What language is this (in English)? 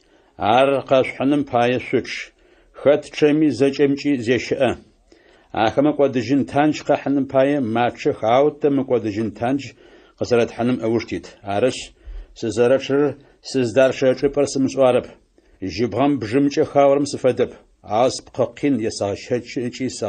Adyghe